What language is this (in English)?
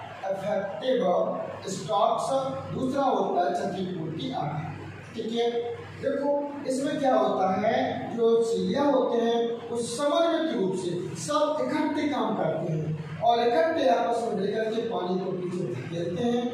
Hindi